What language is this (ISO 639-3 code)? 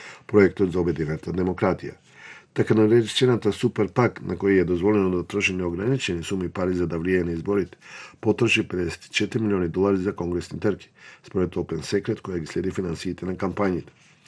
mkd